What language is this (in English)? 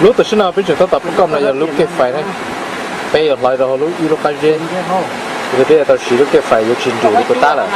Hmong